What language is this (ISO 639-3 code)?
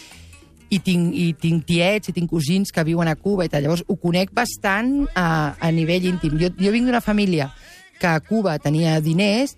cat